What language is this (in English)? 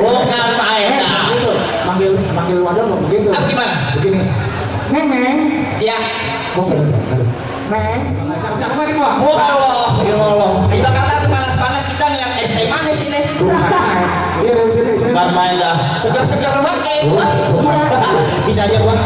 Betawi